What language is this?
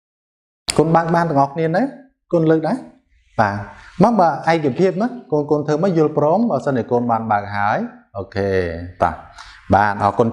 Khmer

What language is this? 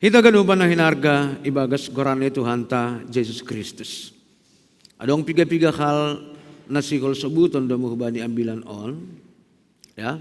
Batak Simalungun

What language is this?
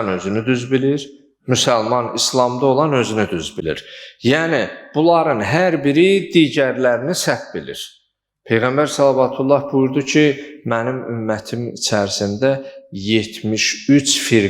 Azerbaijani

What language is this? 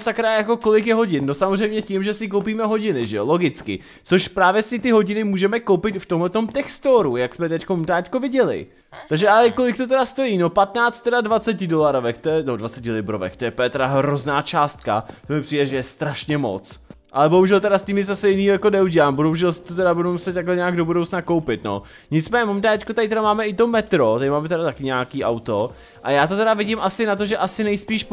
Czech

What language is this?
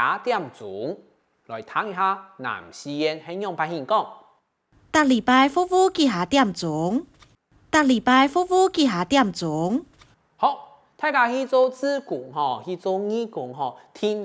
Hakka Chinese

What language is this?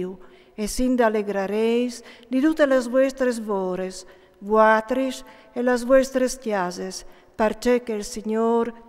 Friulian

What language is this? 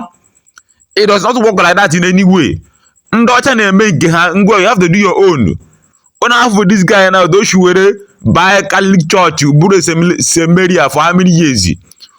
Igbo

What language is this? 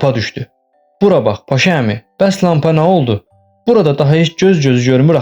Azerbaijani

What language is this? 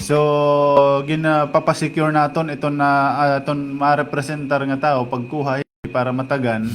Waray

